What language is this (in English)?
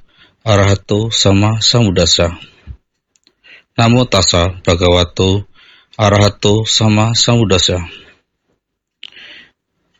Indonesian